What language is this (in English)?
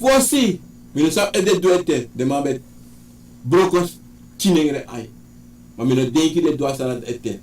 Sranan Tongo